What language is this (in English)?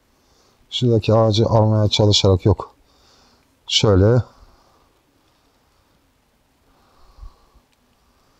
Turkish